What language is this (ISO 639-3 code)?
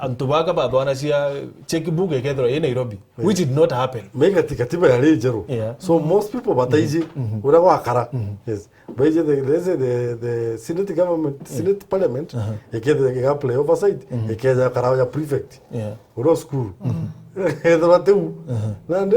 mer